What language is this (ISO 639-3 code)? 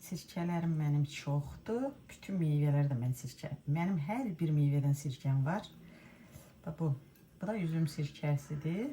aze